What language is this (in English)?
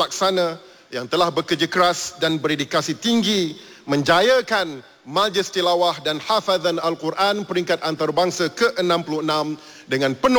Malay